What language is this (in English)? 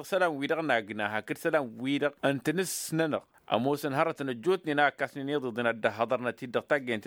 Tamasheq